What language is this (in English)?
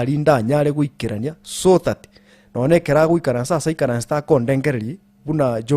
Gusii